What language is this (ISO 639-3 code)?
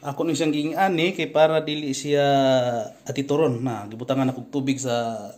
ceb